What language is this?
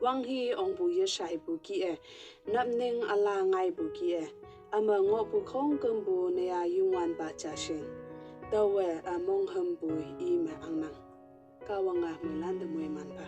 Konyak Naga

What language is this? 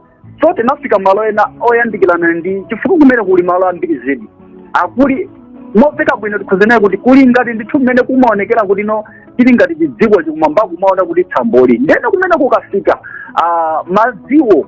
Nyanja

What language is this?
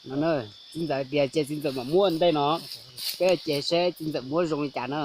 Hmong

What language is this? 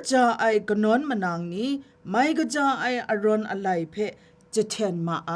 Kachin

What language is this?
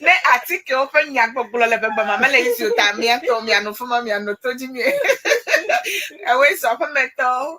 Ewe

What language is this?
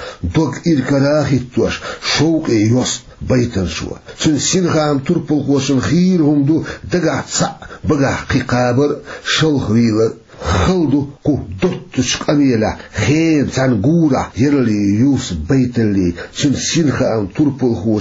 Chechen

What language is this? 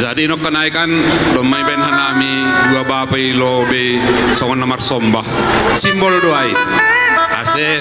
Batak Simalungun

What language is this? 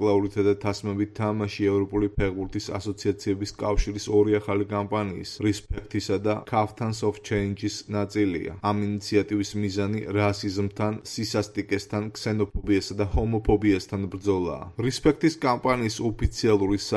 Georgian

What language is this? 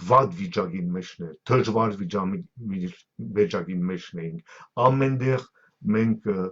Western Armenian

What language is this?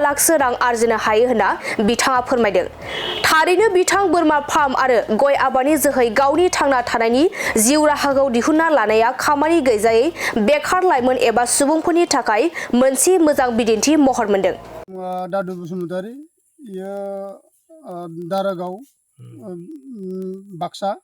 Bodo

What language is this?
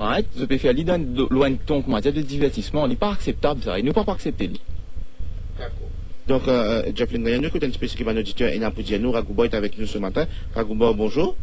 Morisyen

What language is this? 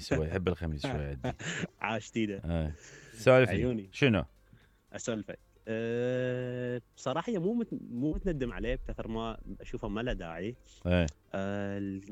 Mesopotamian Arabic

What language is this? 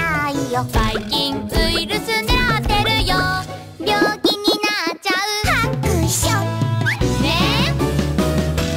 Japanese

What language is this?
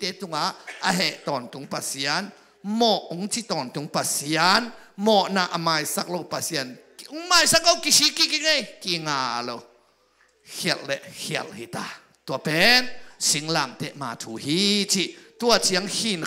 Tedim Chin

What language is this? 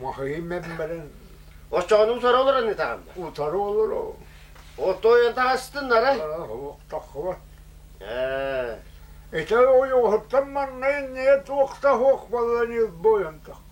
Yakut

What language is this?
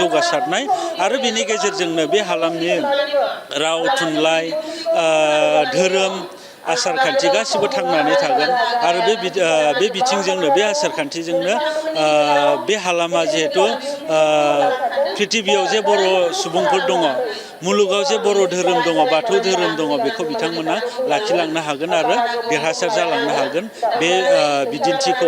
Bodo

